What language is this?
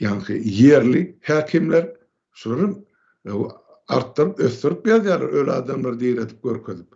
Turkmen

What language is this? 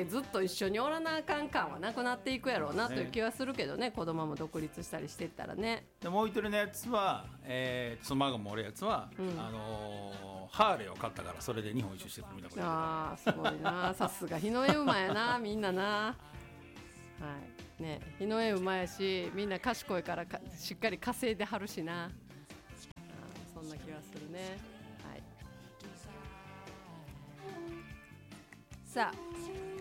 Japanese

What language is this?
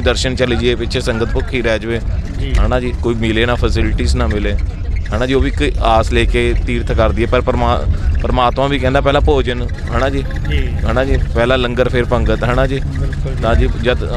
Punjabi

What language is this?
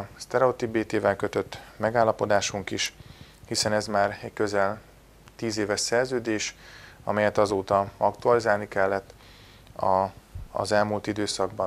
Hungarian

